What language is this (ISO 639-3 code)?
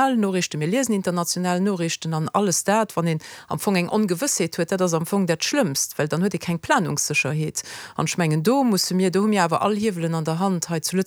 ltz